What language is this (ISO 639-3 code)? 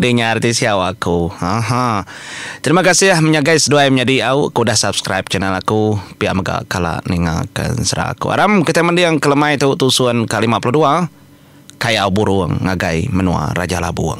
iba